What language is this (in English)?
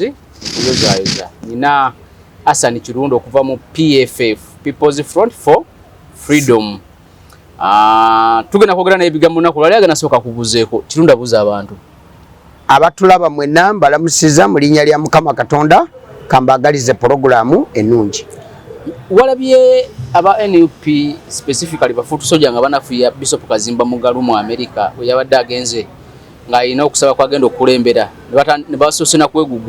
Ganda